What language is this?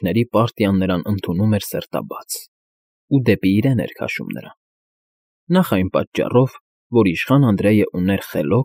Armenian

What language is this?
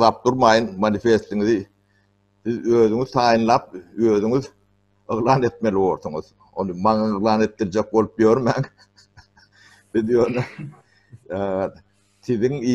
Turkmen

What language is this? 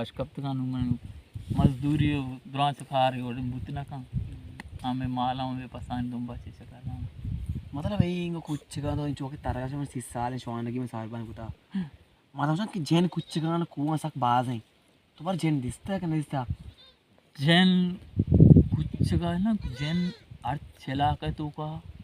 Baluchi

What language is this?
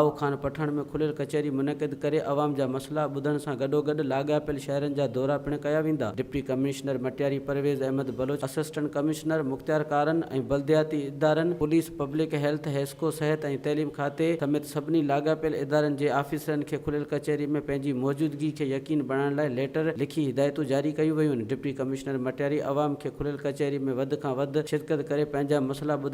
Sindhi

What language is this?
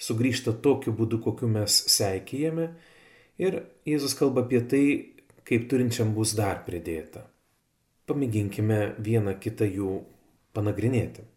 Lithuanian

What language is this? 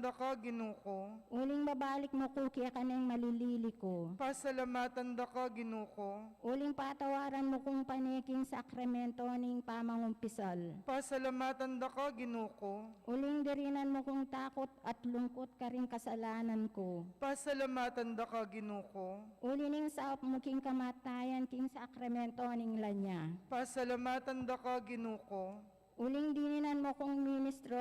Pampanga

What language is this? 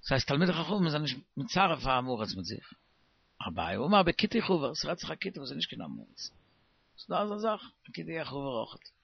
Yiddish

